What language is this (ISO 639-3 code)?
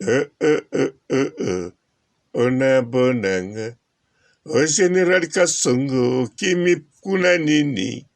lin